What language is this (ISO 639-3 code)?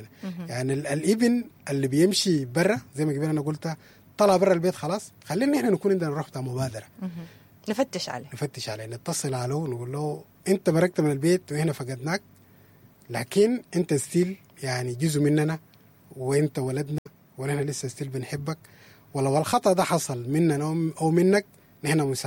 apd